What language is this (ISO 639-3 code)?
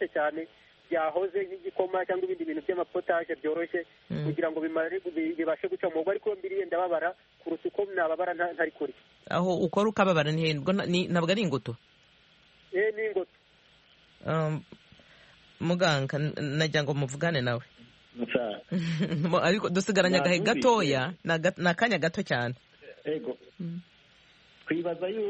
kin